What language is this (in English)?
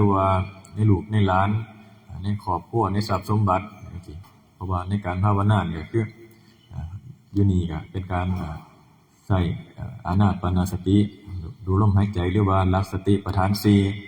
Northeastern Thai